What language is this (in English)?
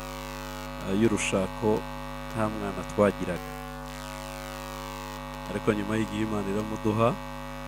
Kinyarwanda